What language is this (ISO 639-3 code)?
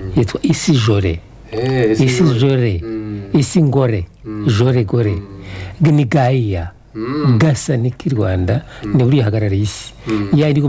kin